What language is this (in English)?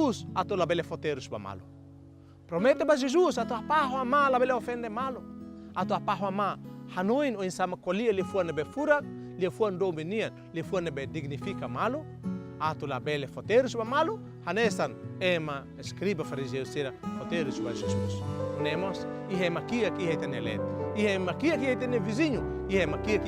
Tetum